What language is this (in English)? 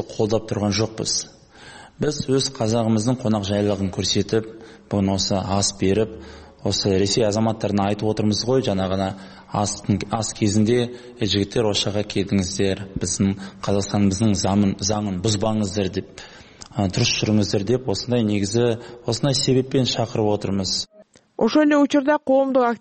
Kyrgyz